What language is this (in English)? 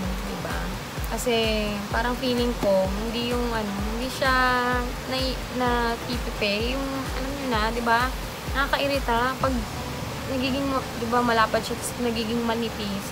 Filipino